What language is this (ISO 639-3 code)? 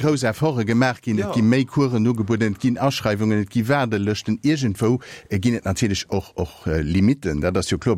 ltz